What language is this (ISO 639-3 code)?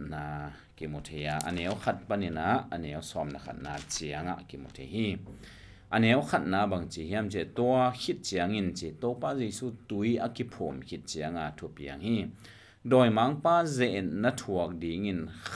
ctd